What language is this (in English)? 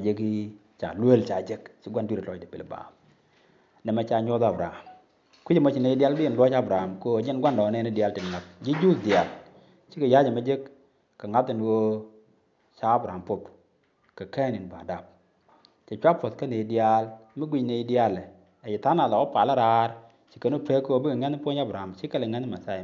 Nuer